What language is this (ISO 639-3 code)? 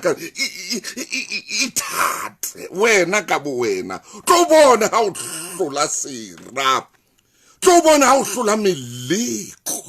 sot